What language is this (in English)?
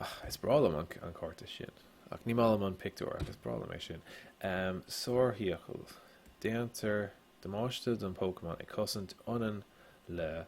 Irish